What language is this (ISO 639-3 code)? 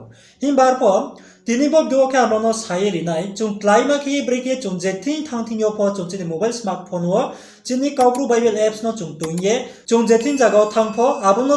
ria